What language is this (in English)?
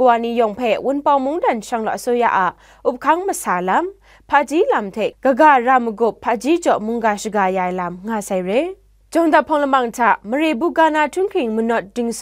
Kachin